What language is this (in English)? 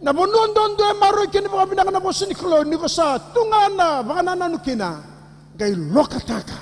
Fijian